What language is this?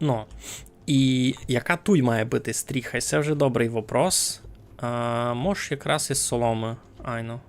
Rusyn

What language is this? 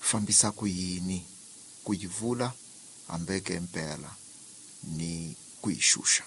Tsonga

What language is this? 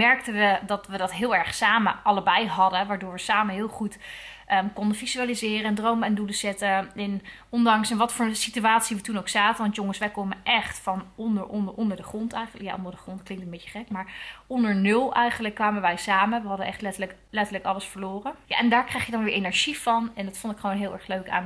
Dutch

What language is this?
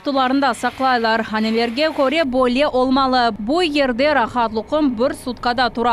Crimean Tatar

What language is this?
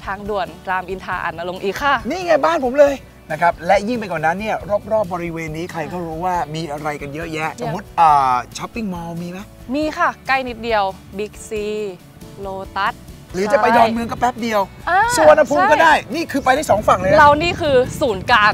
Thai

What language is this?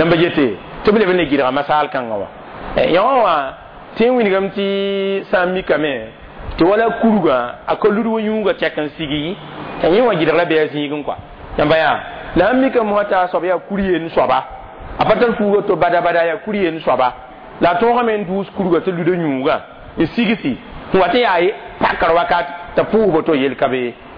Mossi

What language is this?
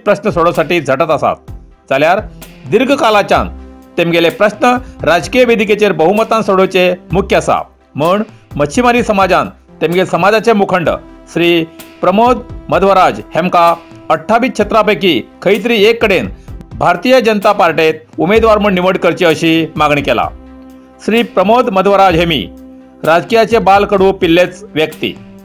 Konkani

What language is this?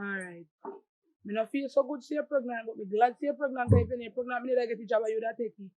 Jamaican Creole English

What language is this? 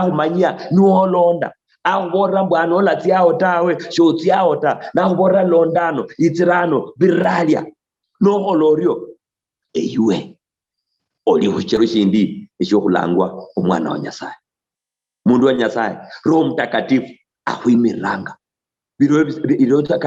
Luyia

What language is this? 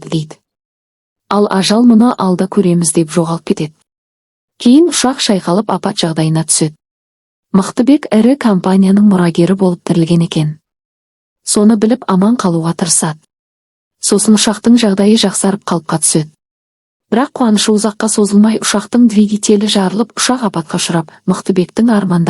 Kazakh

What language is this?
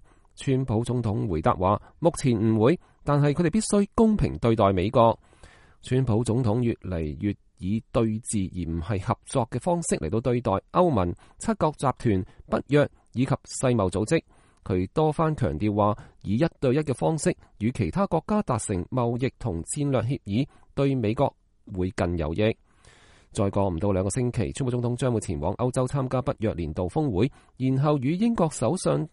Cantonese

